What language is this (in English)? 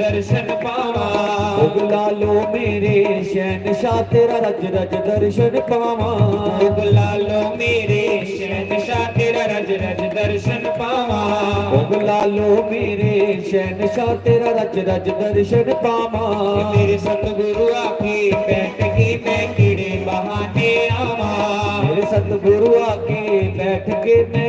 Dogri